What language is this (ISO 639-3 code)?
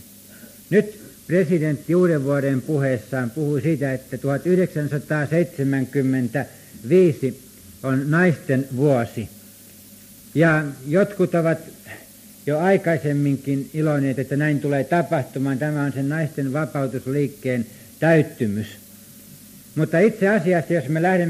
fin